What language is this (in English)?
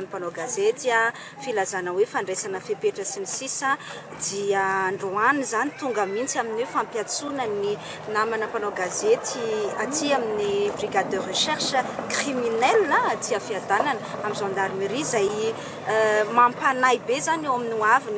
Malagasy